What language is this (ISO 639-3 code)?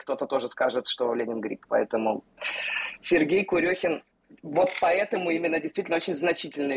rus